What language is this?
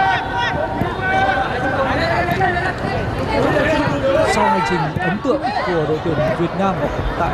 Vietnamese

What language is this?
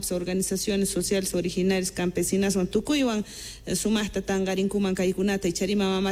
South Bolivian Quechua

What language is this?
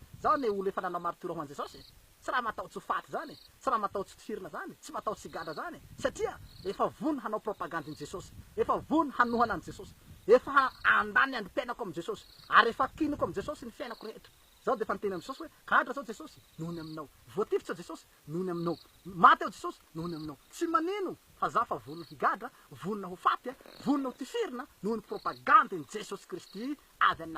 Malagasy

